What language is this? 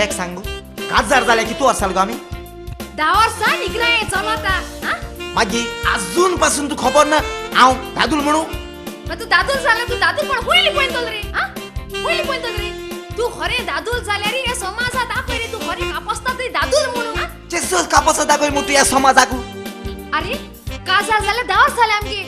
Konkani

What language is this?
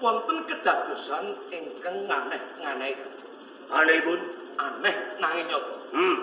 Javanese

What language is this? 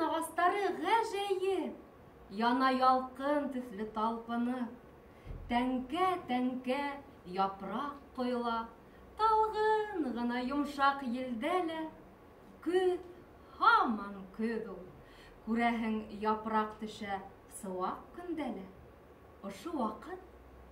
Bashkir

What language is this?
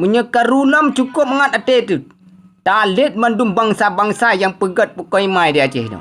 Achinese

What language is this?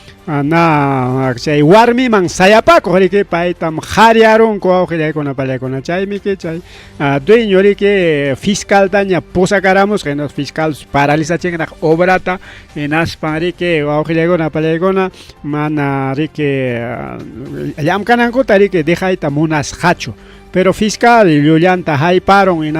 Ayacucho Quechua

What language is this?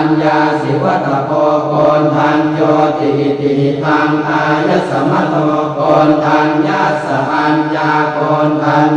Pali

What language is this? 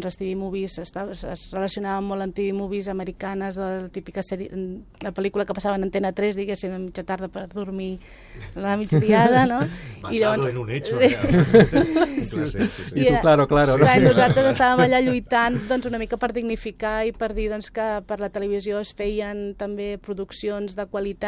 Catalan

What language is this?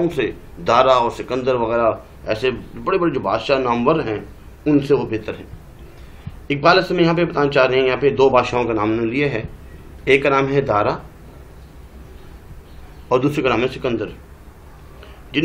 Urdu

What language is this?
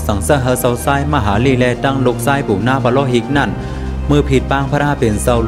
Shan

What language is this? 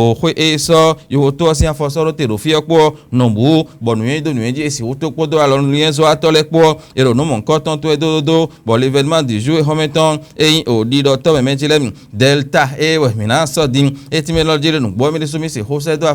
Fon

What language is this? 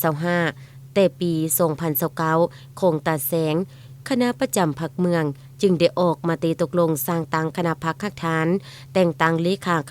Lao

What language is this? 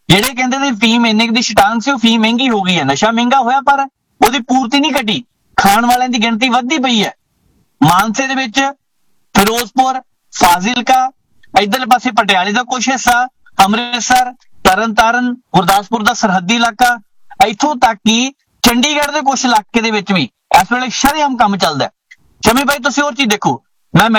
Punjabi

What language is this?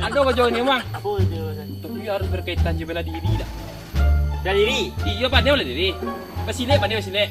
Minangkabau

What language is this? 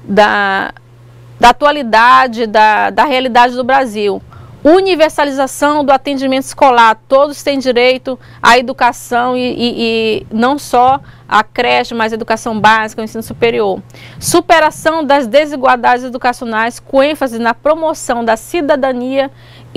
Portuguese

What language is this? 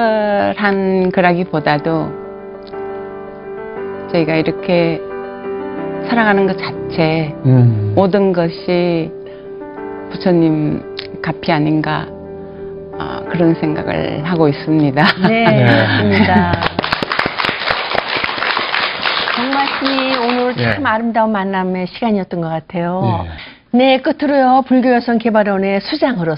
Korean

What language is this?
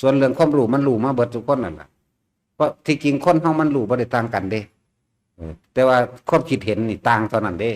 Northeastern Thai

